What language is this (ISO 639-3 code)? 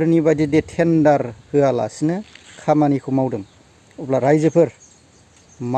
brx